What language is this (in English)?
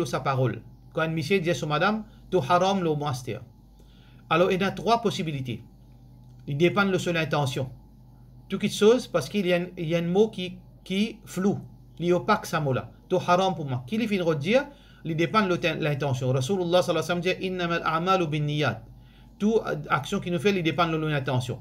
Morisyen